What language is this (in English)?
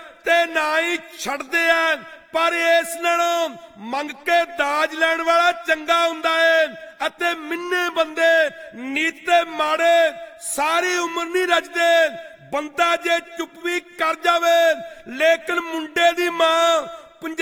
Punjabi